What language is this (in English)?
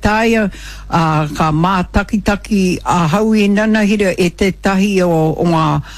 Māori